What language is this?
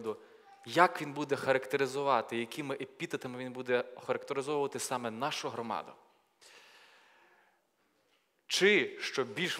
Ukrainian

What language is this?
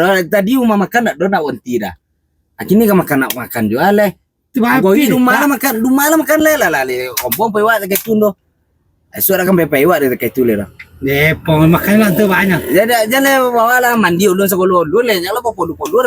Minangkabau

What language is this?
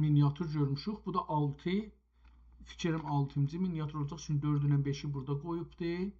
South Azerbaijani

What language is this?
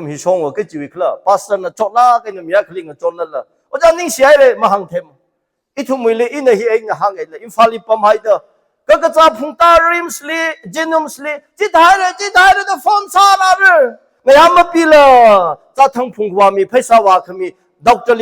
Tangkhul Naga (India)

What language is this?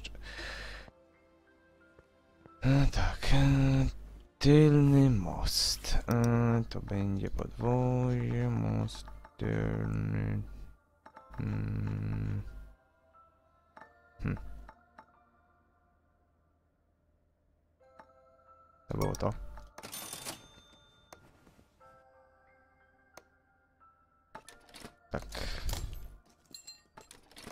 Polish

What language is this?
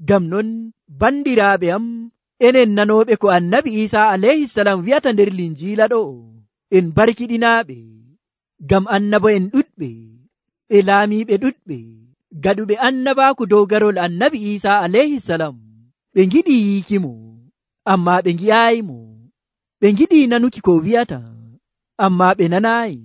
Nigerian Fulfulde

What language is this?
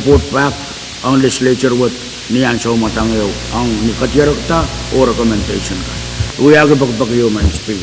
Pohnpeian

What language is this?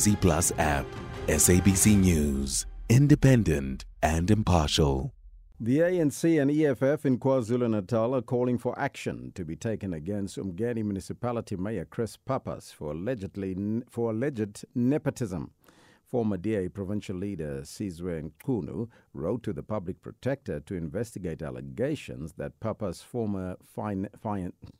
English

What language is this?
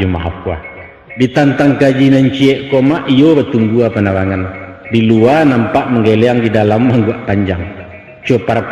Minangkabau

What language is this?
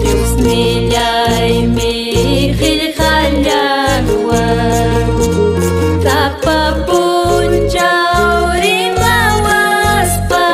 Ayacucho Quechua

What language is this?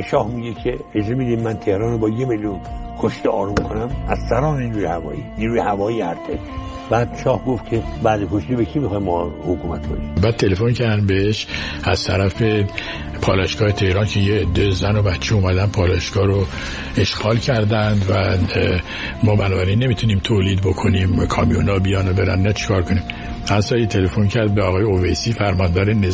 Persian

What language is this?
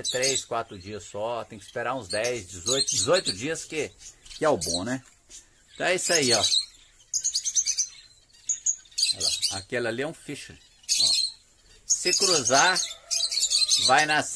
Portuguese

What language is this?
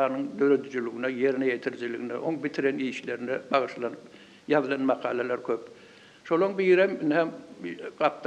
Turkmen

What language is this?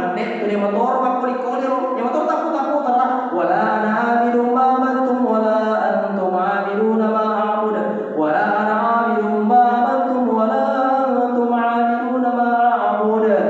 Buginese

